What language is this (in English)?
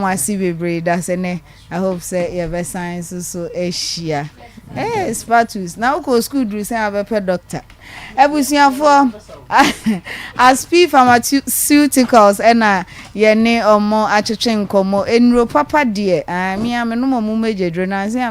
Akan